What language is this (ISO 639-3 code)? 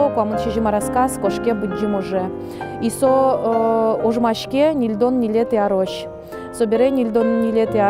udm